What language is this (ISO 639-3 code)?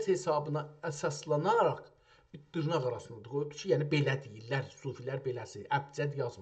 azb